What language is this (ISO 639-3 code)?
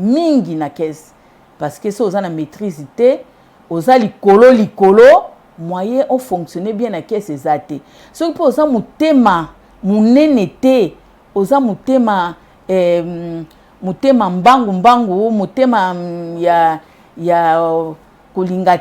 lin